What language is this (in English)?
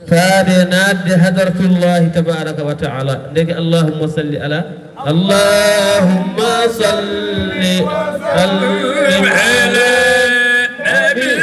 Fula